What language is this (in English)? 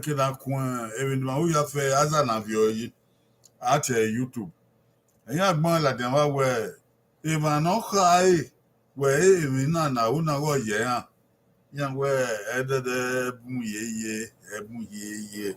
Bini